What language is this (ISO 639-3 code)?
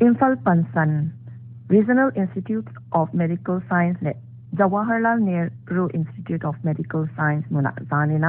pck